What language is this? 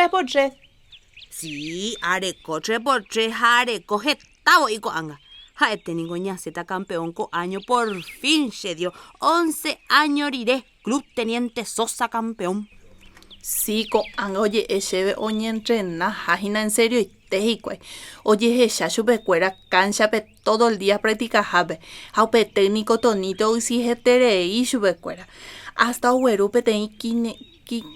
Guarani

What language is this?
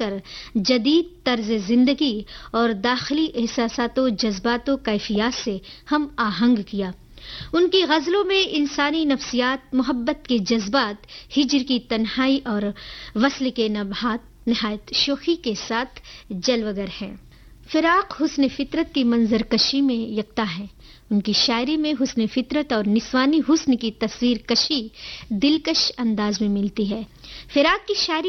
Urdu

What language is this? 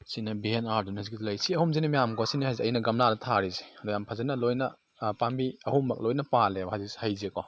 Manipuri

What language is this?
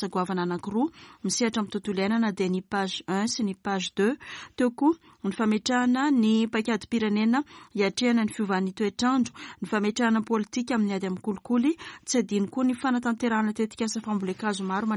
Malagasy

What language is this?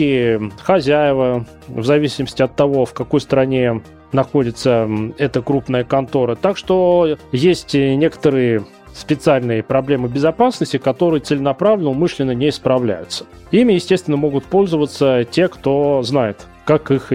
Russian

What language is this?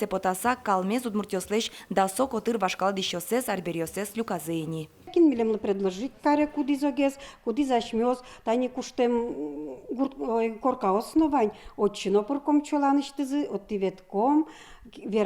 Udmurt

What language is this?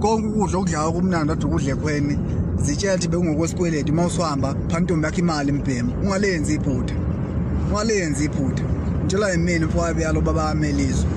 Zulu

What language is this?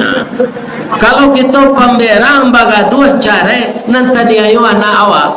Minangkabau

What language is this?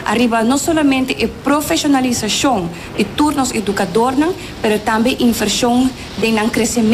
Papiamento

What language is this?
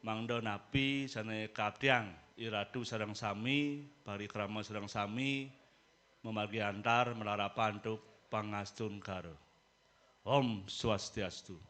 Balinese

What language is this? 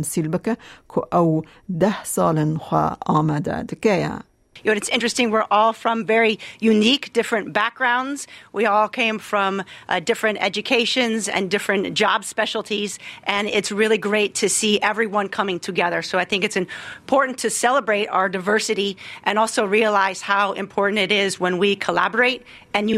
Kurdish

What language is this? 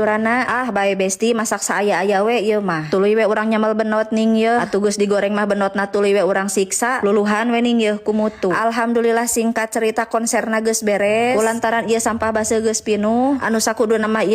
Sundanese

